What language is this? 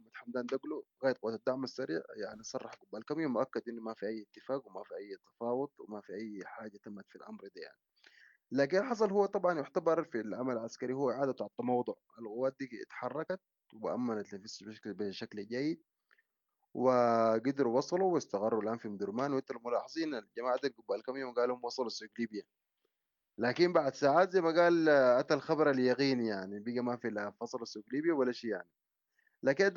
Sudanese Arabic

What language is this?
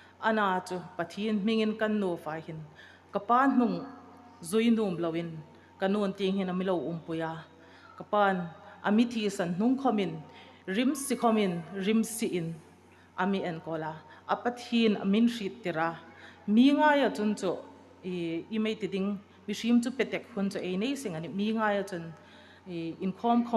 Hmar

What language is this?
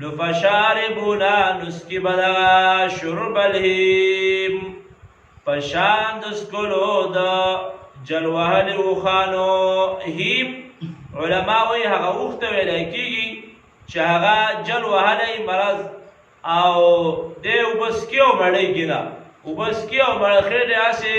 Pashto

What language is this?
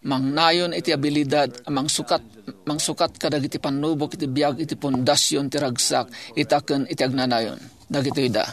Iloko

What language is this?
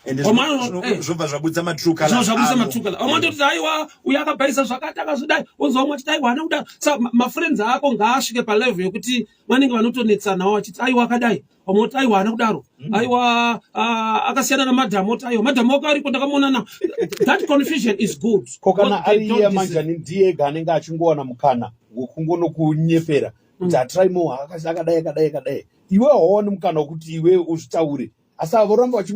Shona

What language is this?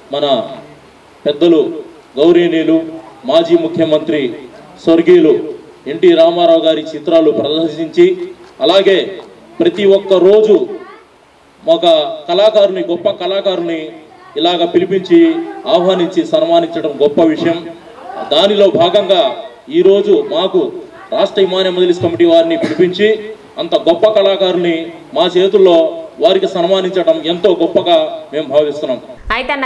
Telugu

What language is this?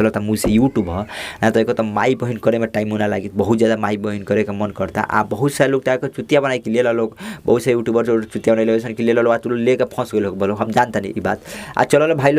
Bhojpuri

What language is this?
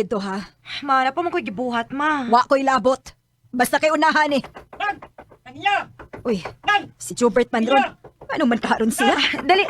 Cebuano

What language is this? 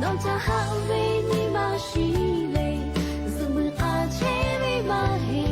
Lahu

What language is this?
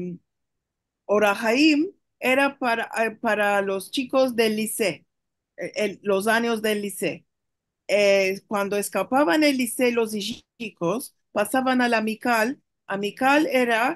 Ladino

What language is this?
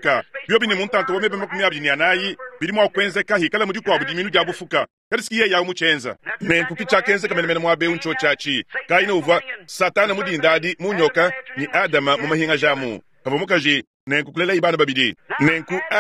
Luba-Lulua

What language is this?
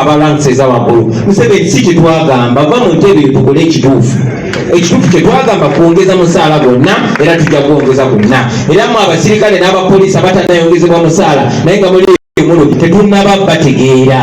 Ganda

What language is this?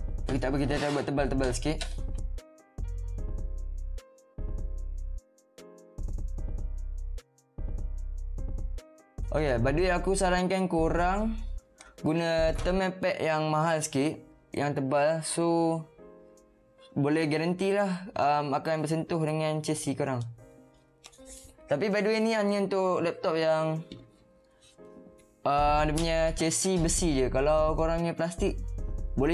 Malay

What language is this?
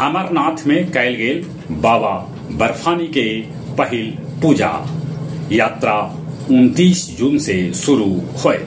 Magahi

